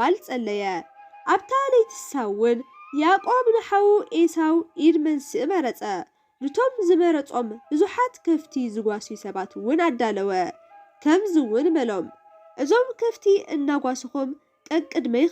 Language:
Tigrinya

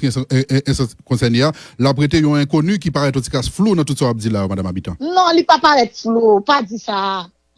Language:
Haitian Creole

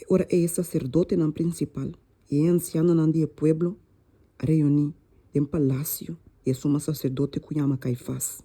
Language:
Papiamento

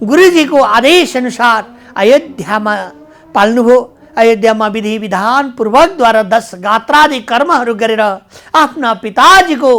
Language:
Nepali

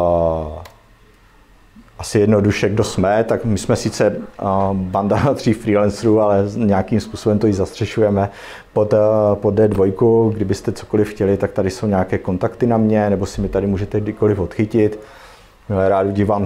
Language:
Czech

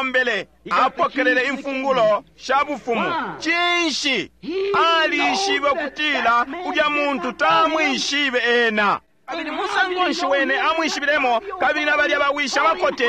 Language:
Bemba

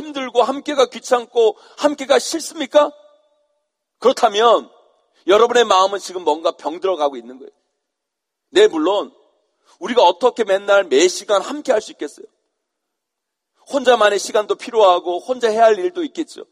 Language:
Korean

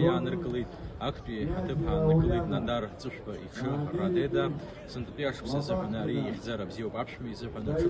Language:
Abkhazian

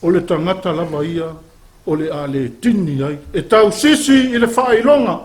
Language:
Samoan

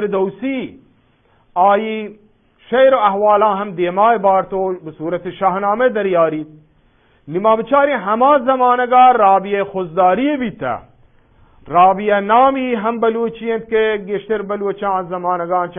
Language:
Eastern Balochi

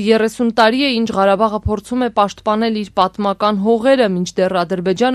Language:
Armenian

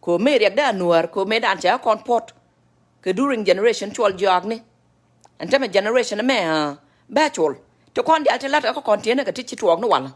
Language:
Nuer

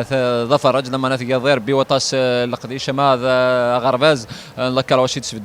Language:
Kabyle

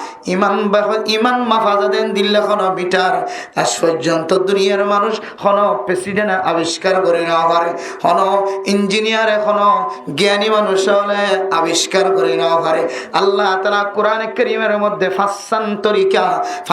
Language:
Rohingya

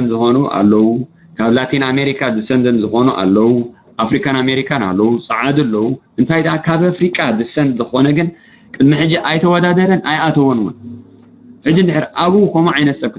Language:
Tigrinya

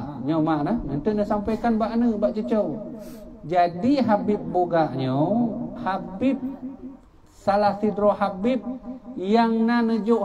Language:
Achinese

